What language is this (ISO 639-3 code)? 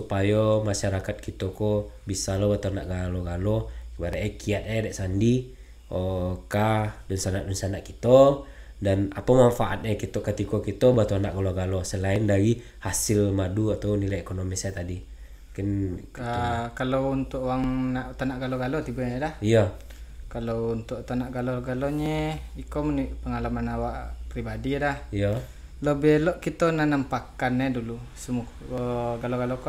min